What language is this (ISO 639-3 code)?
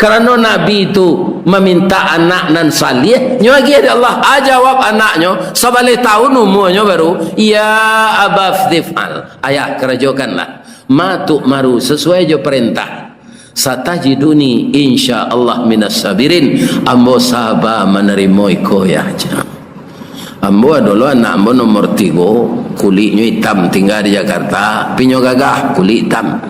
min